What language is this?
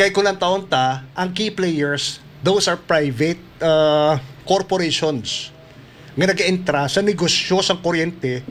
Hiligaynon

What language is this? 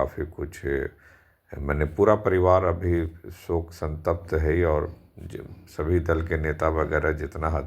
Magahi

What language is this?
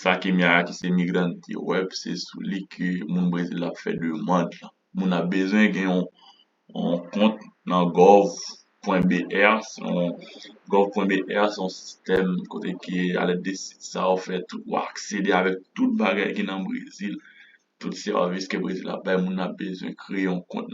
Haitian Creole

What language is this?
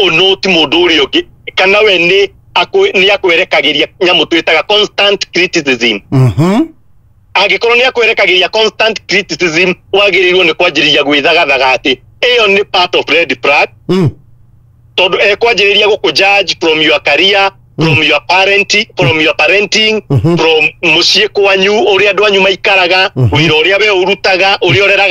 Kikuyu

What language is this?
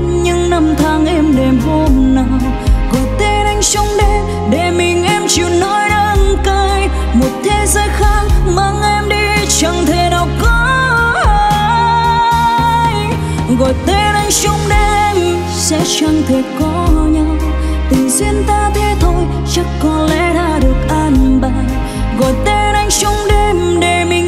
Vietnamese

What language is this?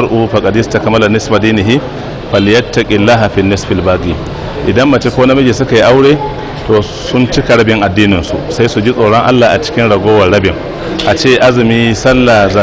Hausa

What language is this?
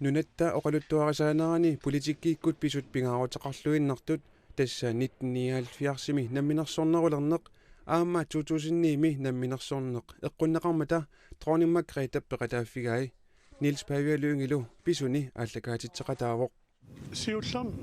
Kalaallisut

